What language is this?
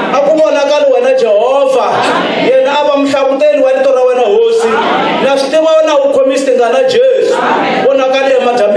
Tsonga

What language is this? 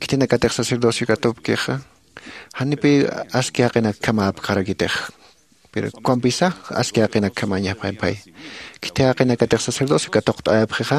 Aymara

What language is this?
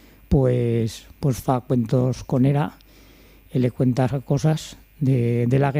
Aragonese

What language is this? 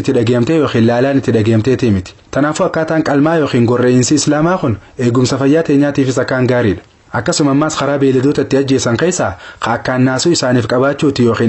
Oromo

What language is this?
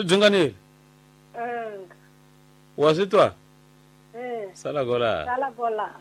Tsonga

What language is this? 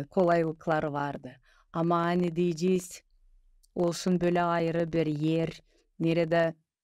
Gagauz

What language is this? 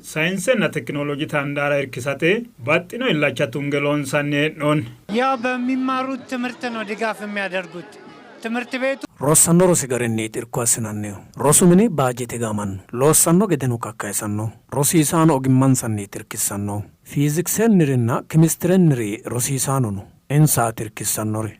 Sidamo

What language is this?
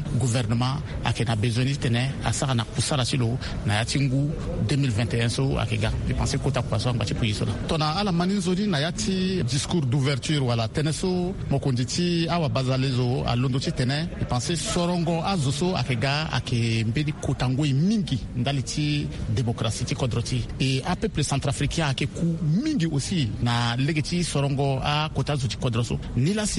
Sango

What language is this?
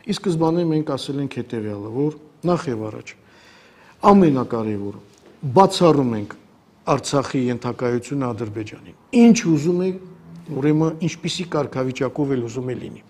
Armenian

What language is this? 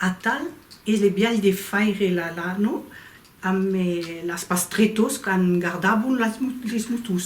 Occitan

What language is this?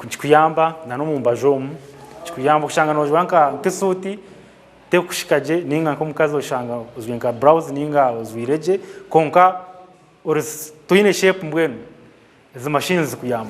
Nyankole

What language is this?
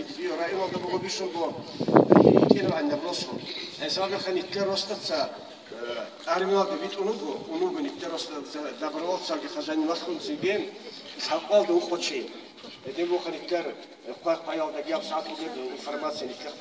Avaric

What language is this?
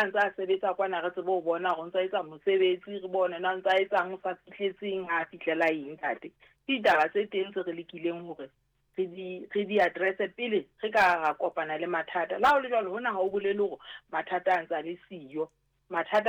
Southern Sotho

